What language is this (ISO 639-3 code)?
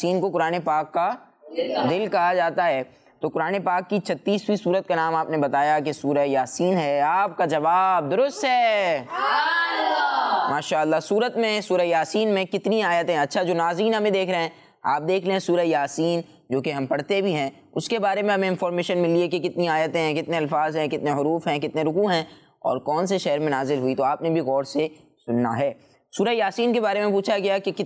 urd